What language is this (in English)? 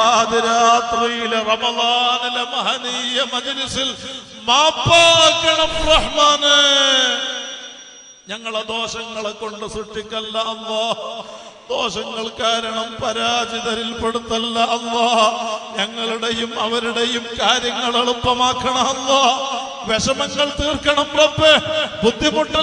Malayalam